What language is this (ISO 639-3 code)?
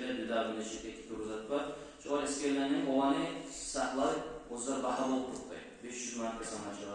kum